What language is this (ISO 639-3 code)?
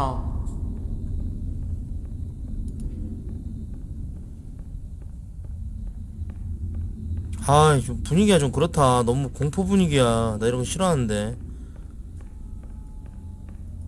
kor